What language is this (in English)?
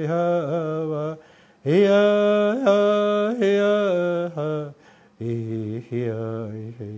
Māori